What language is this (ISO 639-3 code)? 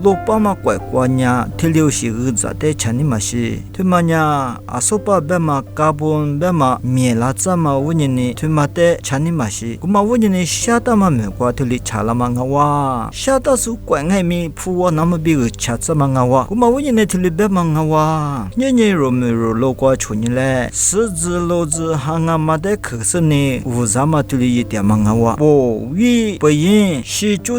lis